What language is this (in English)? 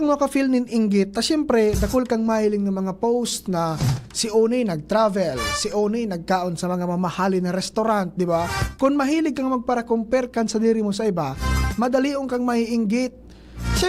Bikol